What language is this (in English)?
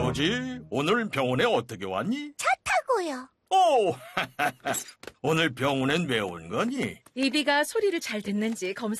Korean